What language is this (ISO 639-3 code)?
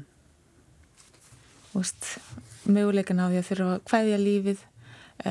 isl